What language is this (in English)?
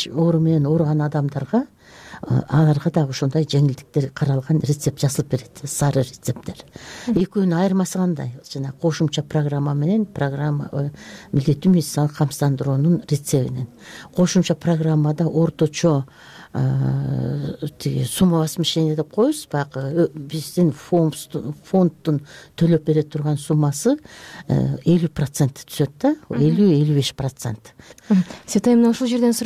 Kyrgyz